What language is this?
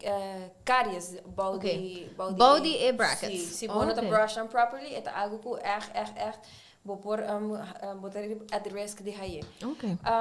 Papiamento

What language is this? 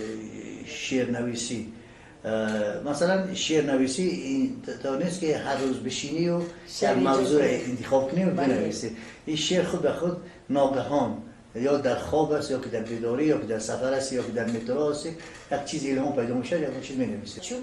Tajik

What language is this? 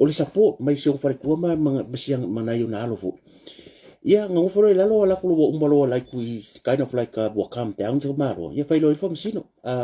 Samoan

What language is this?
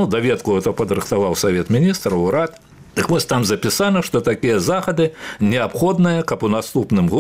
Belarusian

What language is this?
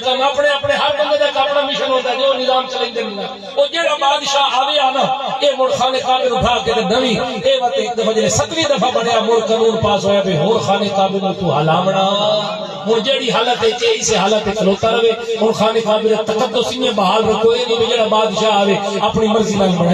Saraiki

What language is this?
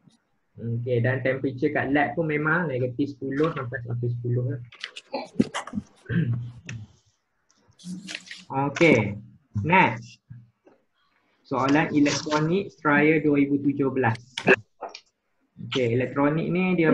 Malay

